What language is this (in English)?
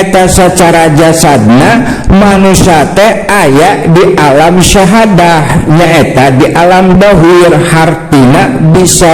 Sundanese